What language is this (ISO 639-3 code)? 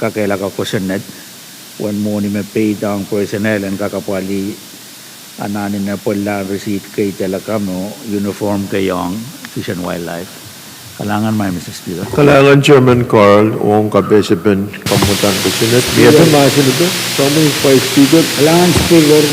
pon